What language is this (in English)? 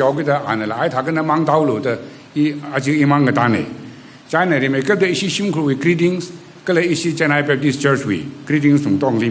Tangkhul Naga (India)